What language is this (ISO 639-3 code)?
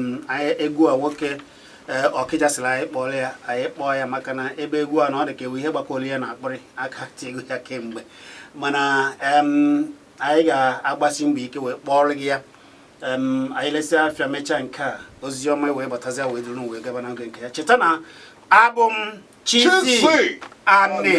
ibo